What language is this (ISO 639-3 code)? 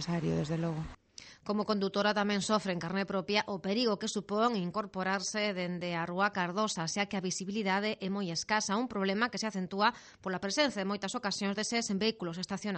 glg